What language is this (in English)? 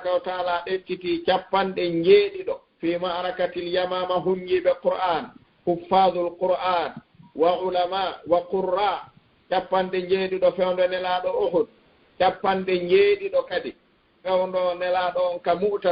Fula